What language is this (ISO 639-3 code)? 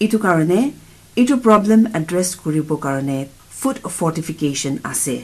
nag